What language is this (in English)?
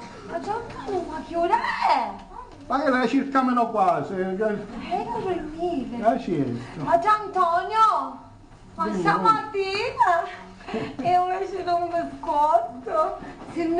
Sicilian